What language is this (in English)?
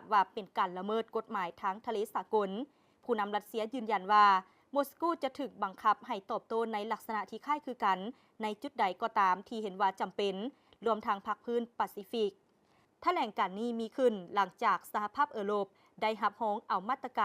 Lao